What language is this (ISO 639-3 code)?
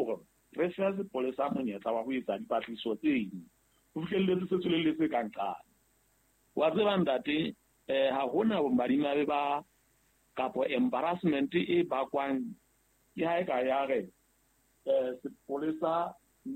sot